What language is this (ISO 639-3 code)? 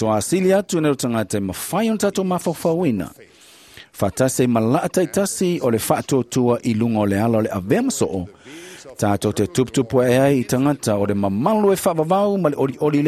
smo